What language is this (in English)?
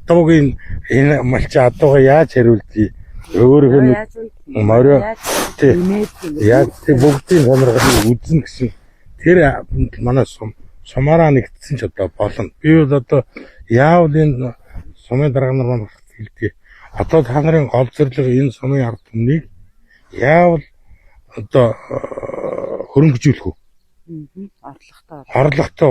Mongolian